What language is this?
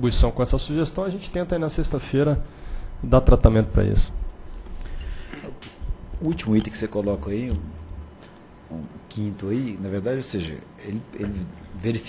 Portuguese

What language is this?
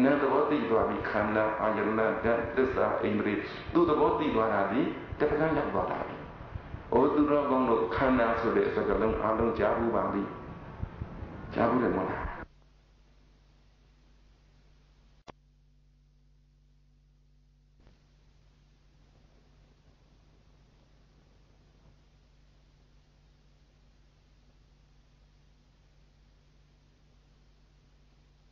Burmese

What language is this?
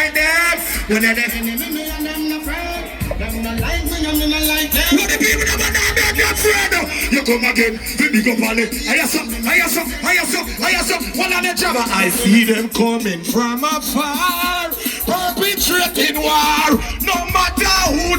Jamaican Creole English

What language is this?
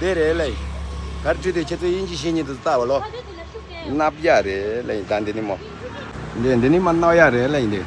Tibetan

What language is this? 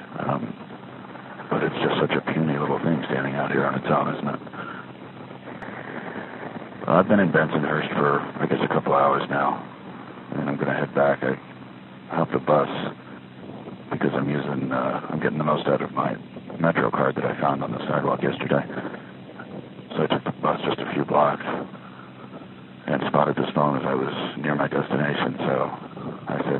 English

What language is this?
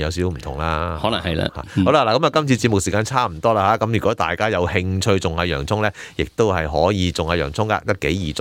Cantonese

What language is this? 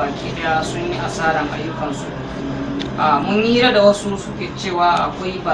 Hausa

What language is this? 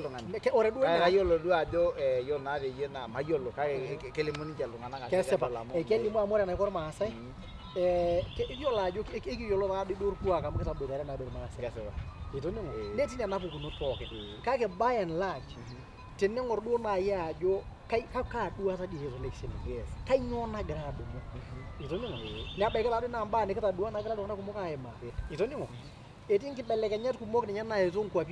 Masai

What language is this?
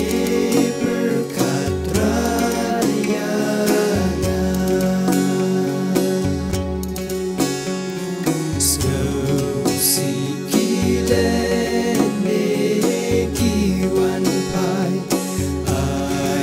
Malay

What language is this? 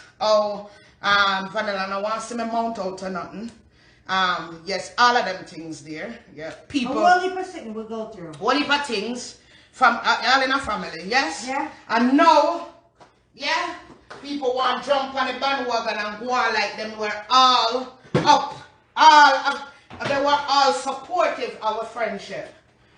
Jamaican Creole English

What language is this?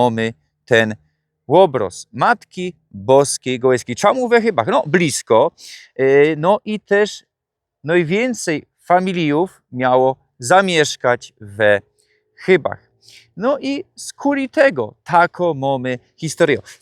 Silesian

